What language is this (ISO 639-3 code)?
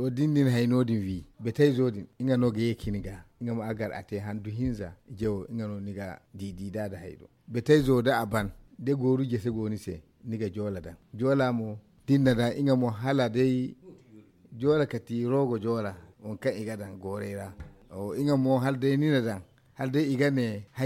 dje